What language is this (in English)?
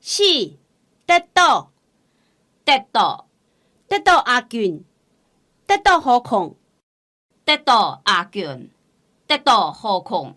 Hakka Chinese